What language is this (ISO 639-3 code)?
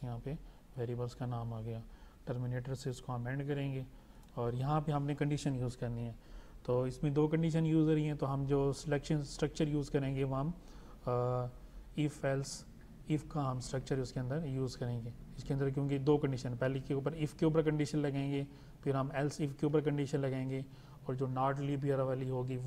hin